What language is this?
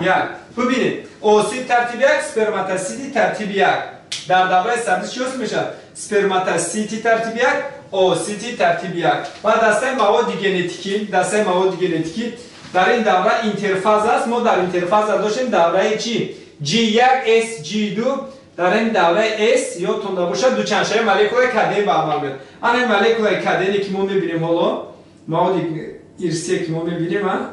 Tajik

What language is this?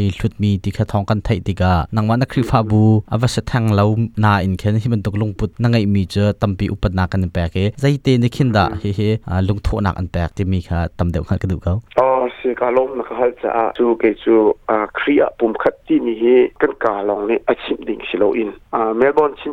Hakha Chin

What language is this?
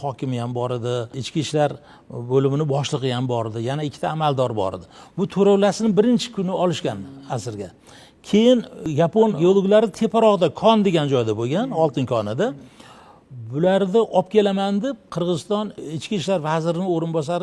Uzbek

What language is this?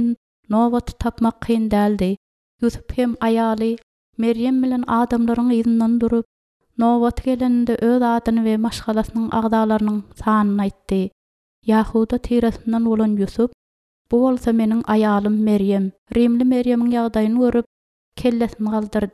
Turkmen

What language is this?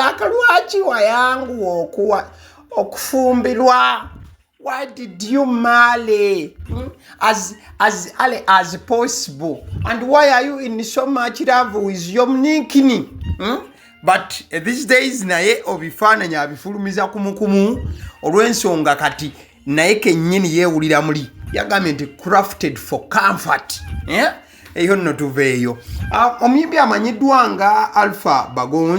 Ganda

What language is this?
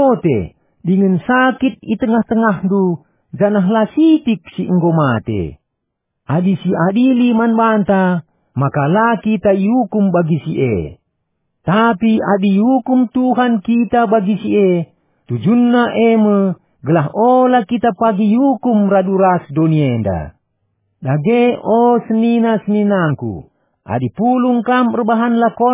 Batak Karo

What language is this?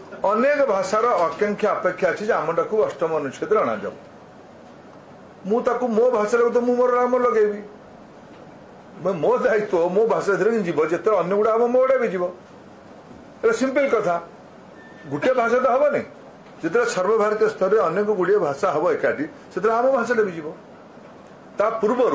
Odia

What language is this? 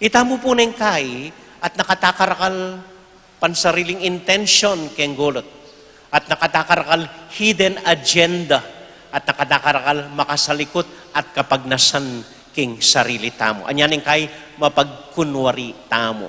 Pampanga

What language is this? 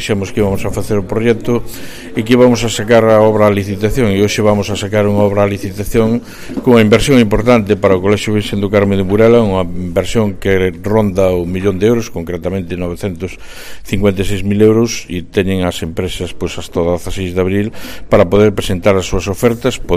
Galician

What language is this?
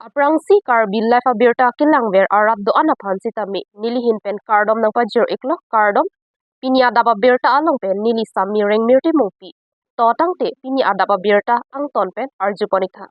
Karbi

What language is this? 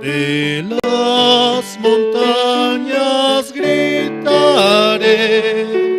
South Bolivian Quechua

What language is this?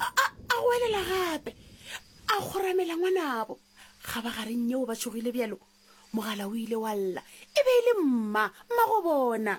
Northern Sotho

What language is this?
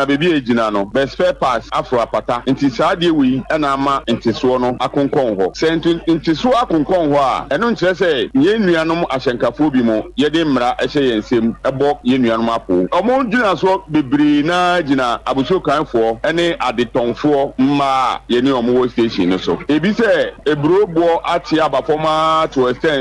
Akan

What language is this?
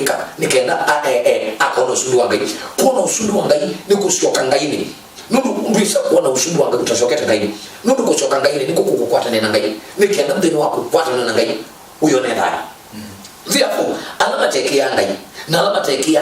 Kamba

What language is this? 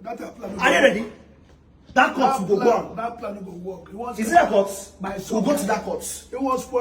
Nigerian Pidgin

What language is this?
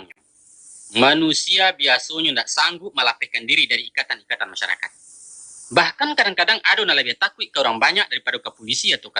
Minangkabau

